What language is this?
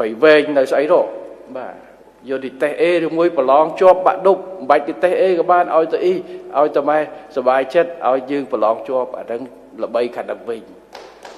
Khmer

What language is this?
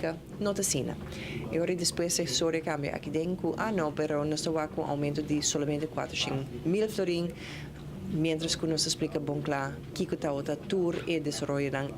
Papiamento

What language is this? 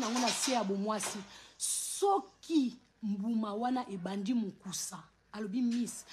Lingala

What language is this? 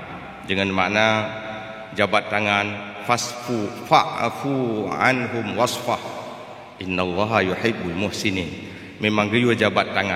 Achinese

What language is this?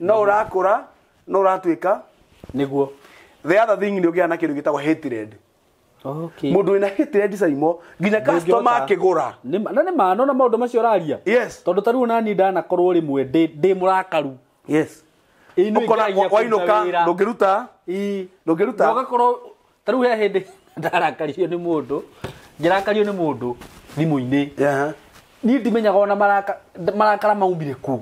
Kikuyu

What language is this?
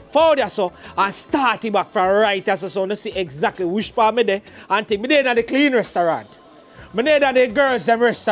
Jamaican Creole English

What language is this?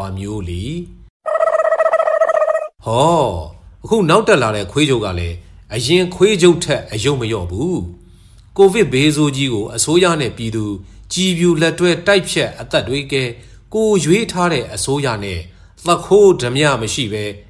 Burmese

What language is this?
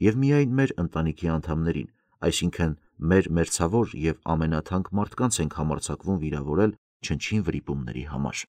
Armenian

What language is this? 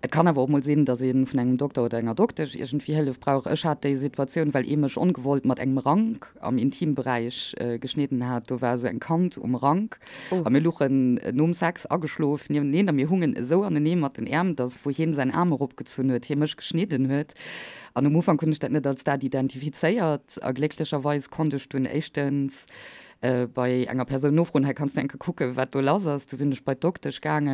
Luxembourgish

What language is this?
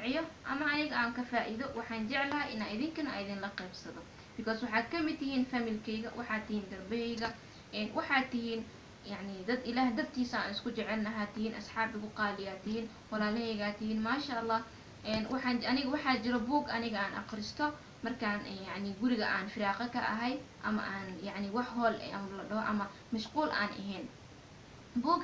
Somali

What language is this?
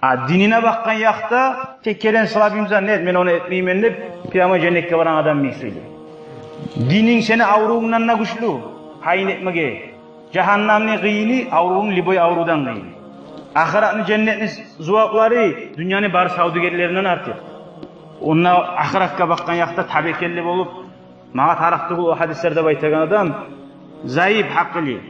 Kumyk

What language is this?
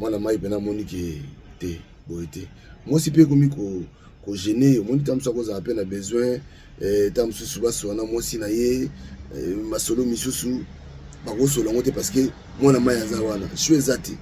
Lingala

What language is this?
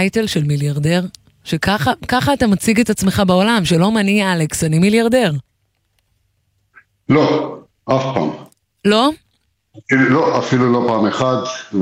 Hebrew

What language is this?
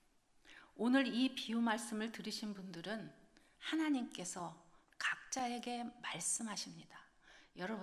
Korean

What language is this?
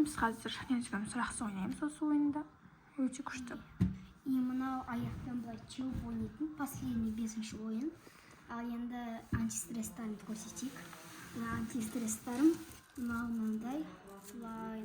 Kazakh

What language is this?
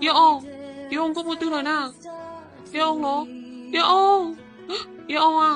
Hmong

